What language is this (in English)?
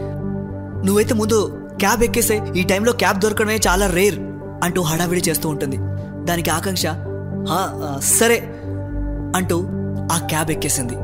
Telugu